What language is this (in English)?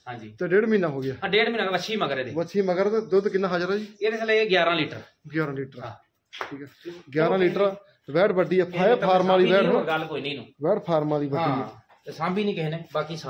Punjabi